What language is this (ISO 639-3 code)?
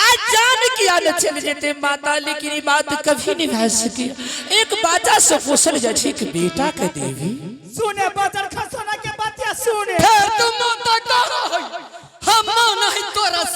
anp